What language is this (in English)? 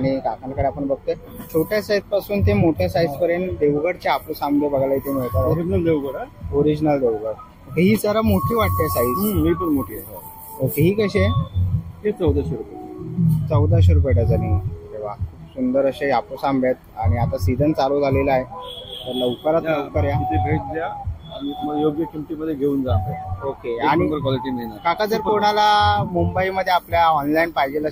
Marathi